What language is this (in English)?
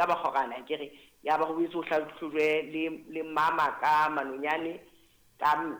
Southern Sotho